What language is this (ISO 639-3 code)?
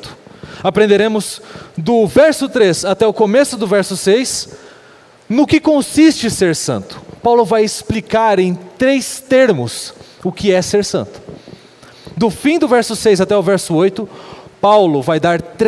por